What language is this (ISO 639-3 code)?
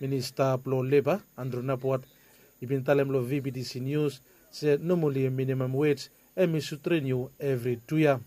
bis